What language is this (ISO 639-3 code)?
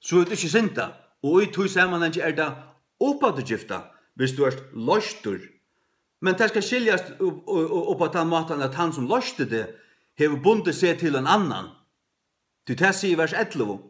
fao